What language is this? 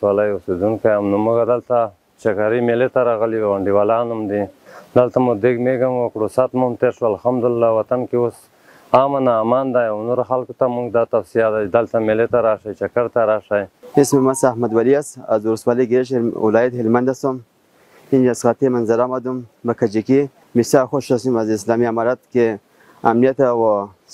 Pashto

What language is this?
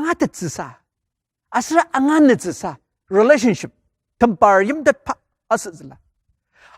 Ao Naga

